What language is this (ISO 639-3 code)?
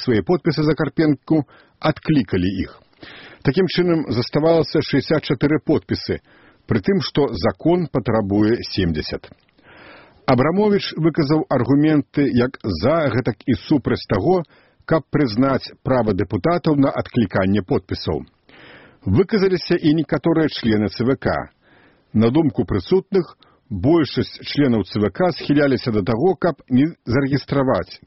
bel